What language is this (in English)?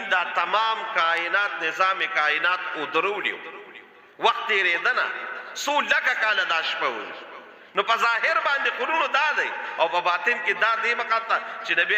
Pashto